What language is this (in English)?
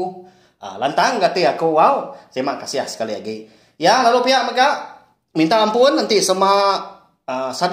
Iban